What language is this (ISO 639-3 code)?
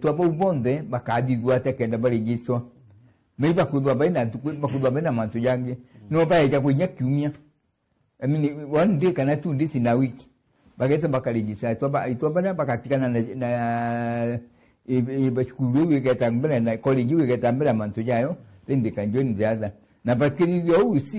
mer